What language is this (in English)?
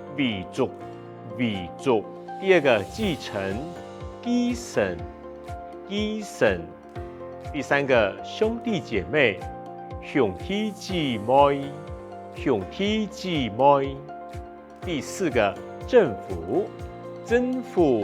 Hakka Chinese